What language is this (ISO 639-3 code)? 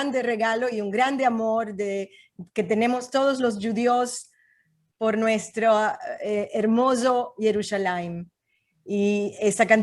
lad